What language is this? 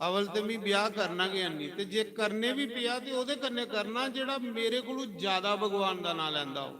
Dogri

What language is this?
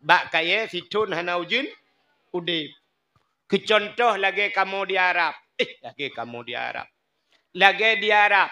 Achinese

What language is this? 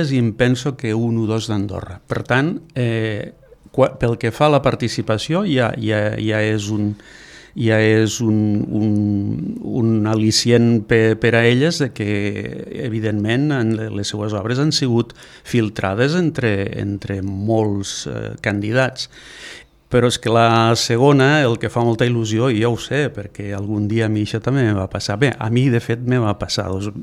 Catalan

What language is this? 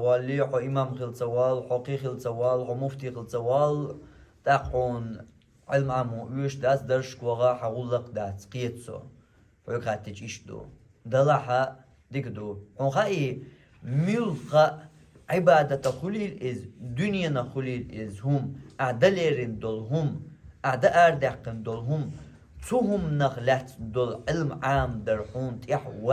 Chechen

